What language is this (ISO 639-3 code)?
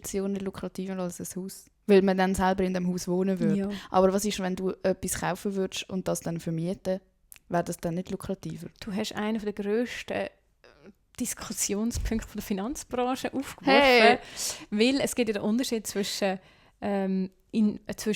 gsw